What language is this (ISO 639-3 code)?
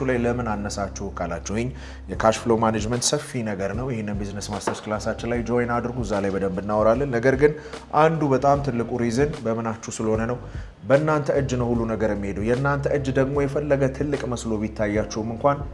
amh